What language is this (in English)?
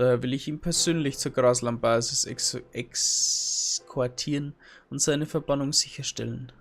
Bavarian